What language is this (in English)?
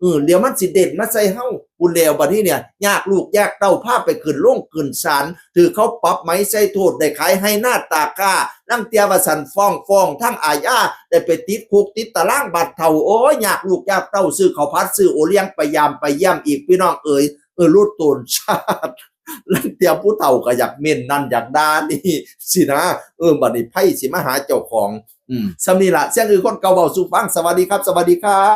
Northeastern Thai